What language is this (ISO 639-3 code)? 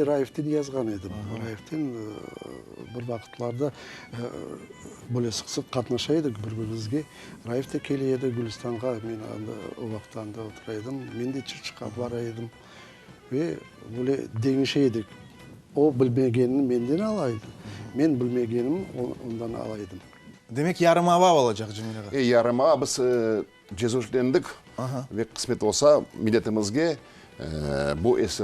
crh